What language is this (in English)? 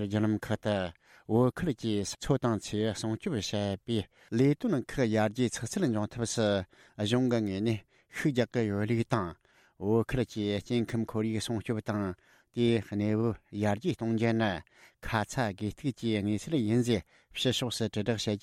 Tibetan